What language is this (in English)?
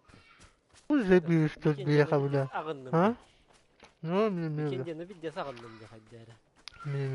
Yakut